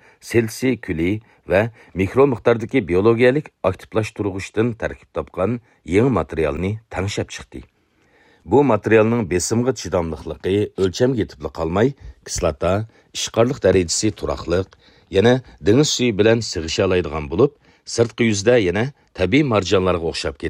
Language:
Uyghur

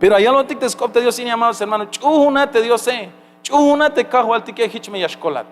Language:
Tzeltal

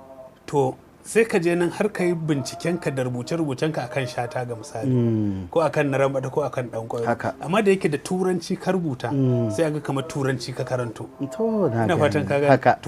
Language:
Hausa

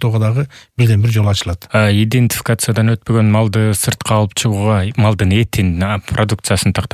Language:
Kyrgyz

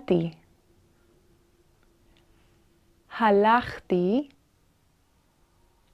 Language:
Hebrew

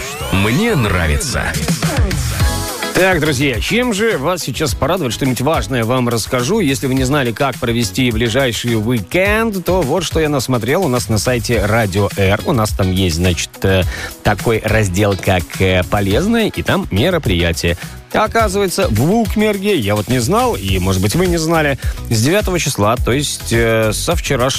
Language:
Russian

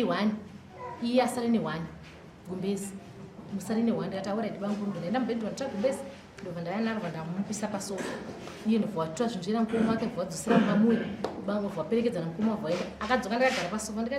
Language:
Shona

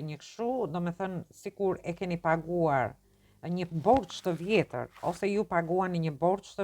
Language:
Albanian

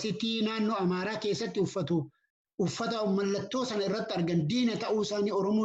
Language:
Oromo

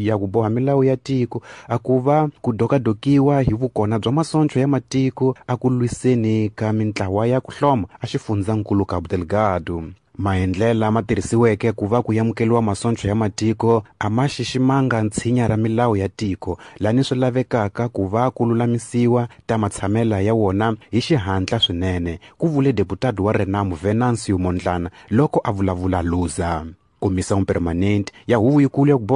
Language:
Tsonga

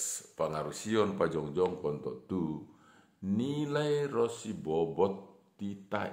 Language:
Batak Simalungun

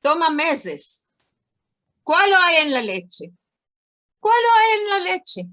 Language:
Ladino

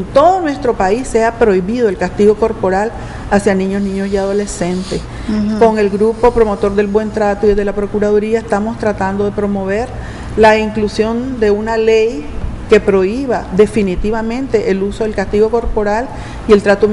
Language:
Spanish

